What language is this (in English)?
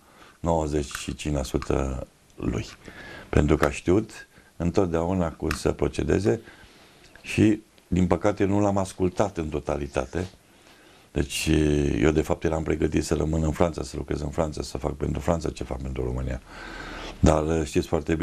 Romanian